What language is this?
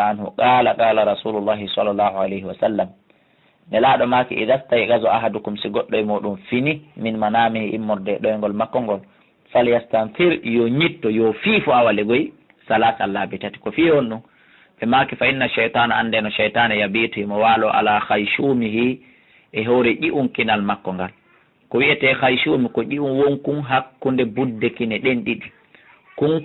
Fula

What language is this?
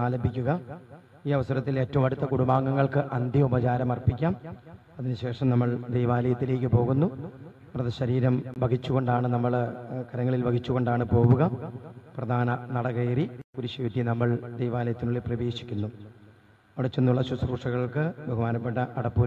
Malayalam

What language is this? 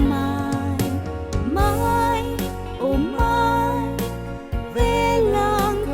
Konkani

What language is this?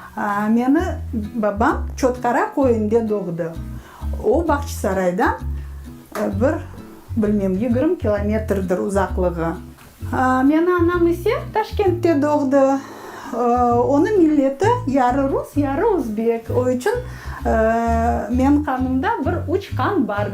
Crimean Tatar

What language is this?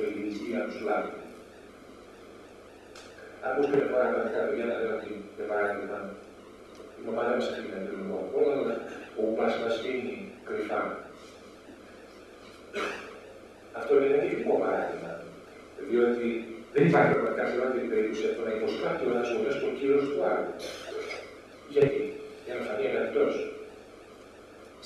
Greek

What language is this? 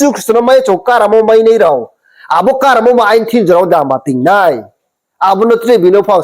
Riang (India)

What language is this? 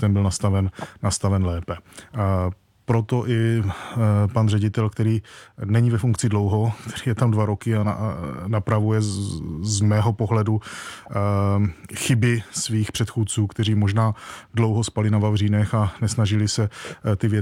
Czech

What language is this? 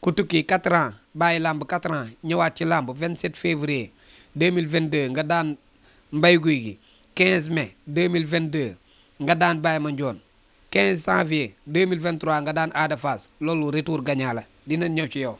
Wolof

